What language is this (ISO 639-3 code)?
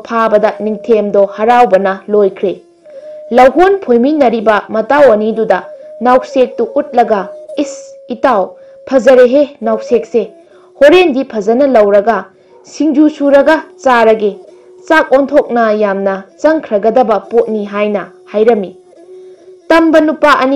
mni